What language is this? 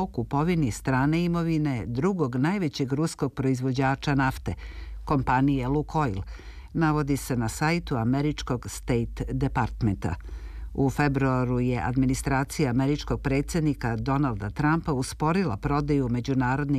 Serbian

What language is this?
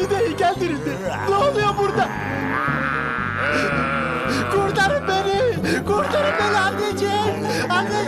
Turkish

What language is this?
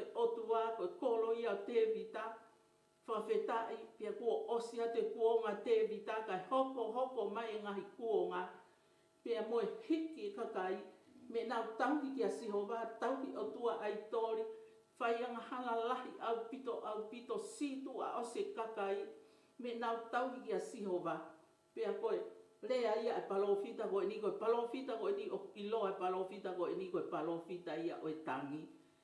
Tongan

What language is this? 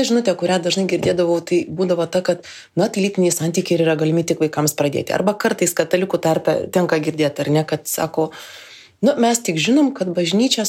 Lithuanian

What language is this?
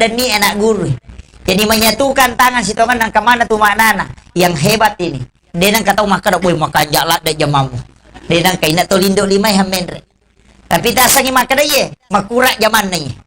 Buginese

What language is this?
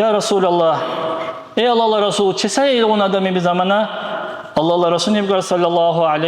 Dargwa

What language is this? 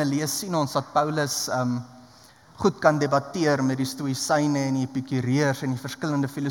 Afrikaans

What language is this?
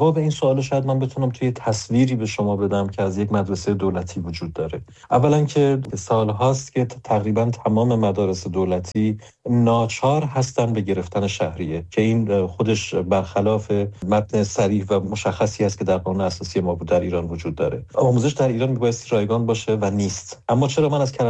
Persian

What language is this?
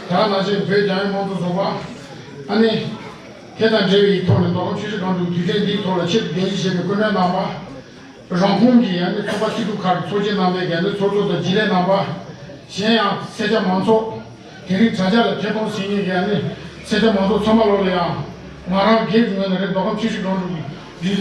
Tibetan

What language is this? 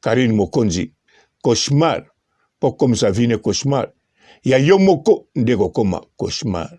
Lingala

